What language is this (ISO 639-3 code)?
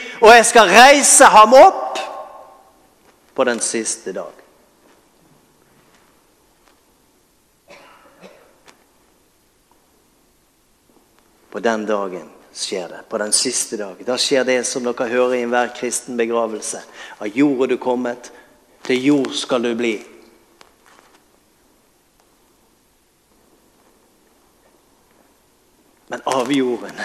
nor